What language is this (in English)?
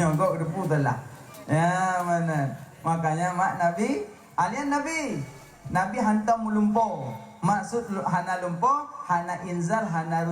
Achinese